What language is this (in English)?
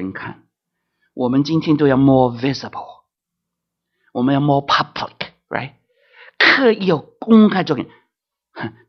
Chinese